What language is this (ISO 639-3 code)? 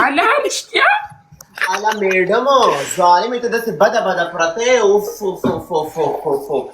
pus